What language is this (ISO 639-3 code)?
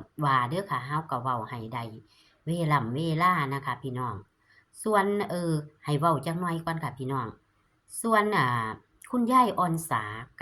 tts